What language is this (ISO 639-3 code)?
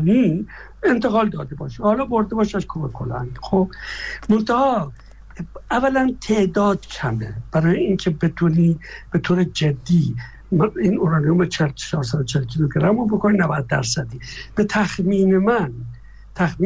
fas